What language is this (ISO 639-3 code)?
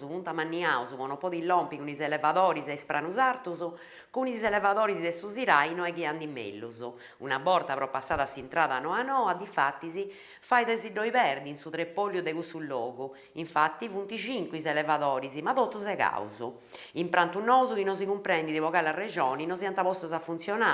srd